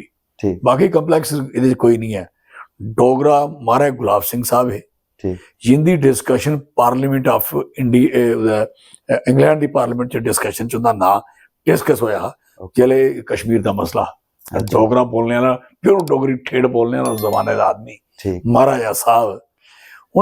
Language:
Dogri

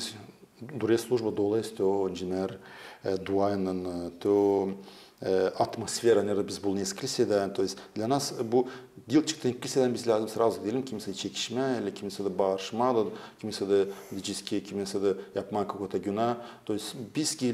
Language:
Gagauz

